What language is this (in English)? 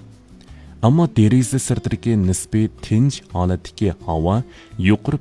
Uyghur